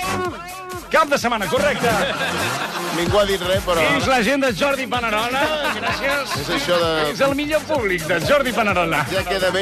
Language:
Catalan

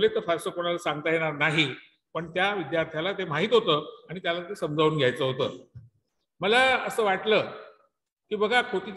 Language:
Marathi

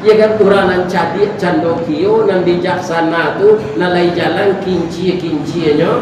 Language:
Minangkabau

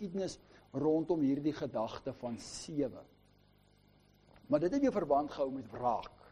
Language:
Afrikaans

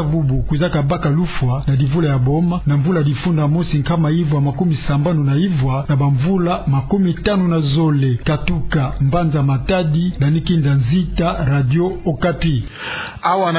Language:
Kituba (Democratic Republic of Congo)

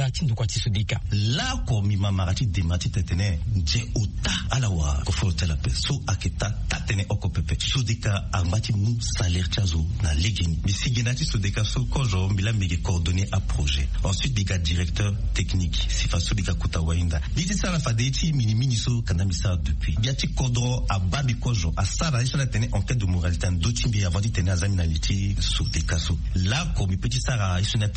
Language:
Sango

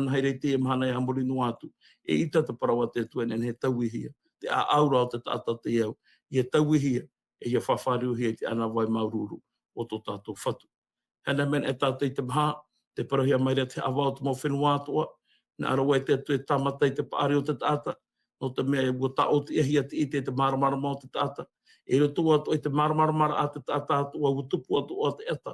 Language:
Tahitian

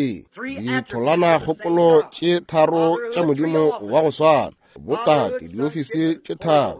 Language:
Northern Sotho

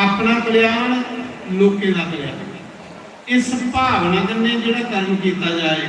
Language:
Dogri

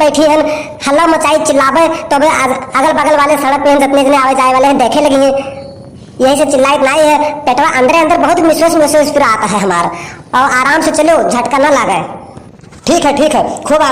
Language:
Awadhi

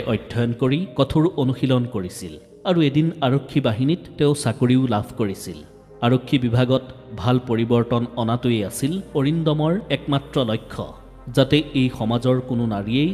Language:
Assamese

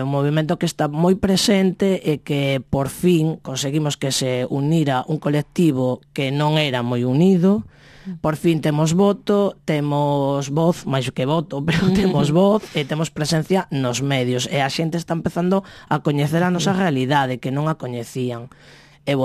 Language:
Galician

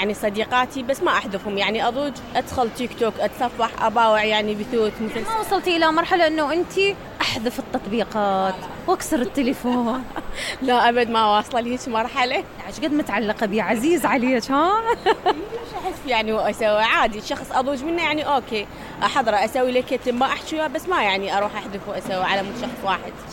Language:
Mesopotamian Arabic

